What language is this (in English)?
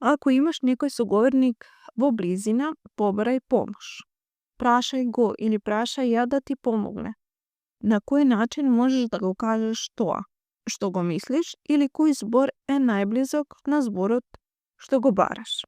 Macedonian